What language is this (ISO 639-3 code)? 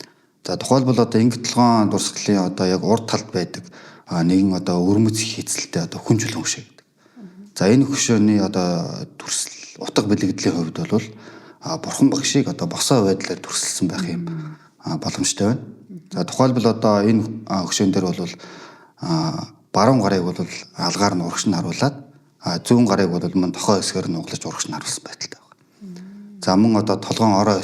mon